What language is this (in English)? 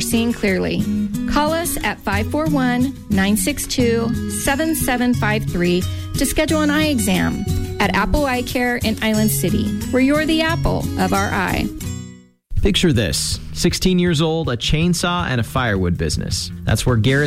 English